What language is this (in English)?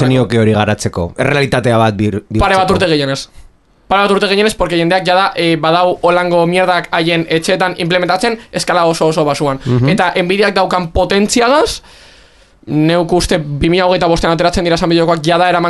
Basque